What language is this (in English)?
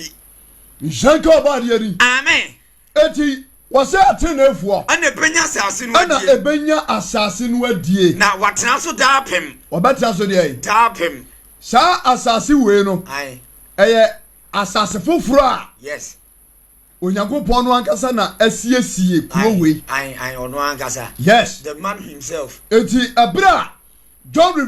Akan